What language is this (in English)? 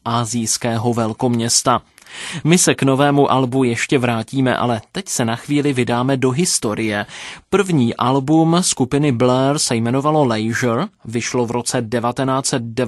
Czech